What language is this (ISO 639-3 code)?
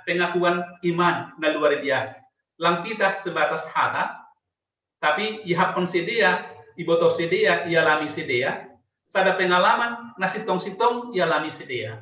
bts